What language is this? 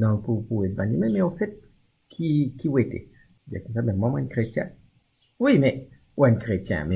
Morisyen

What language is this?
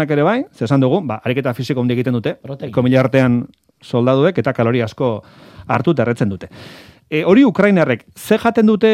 Basque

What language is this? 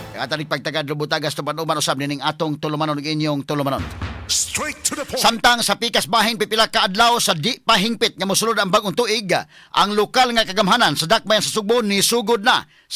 Cebuano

